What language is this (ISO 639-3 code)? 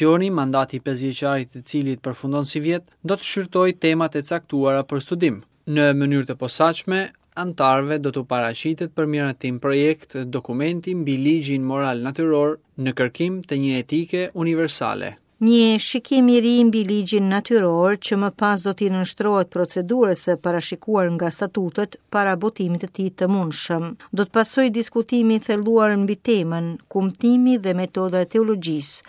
sqi